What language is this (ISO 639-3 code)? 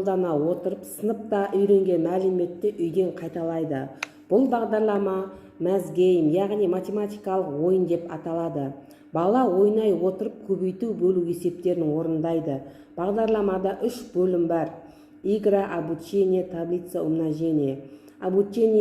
kaz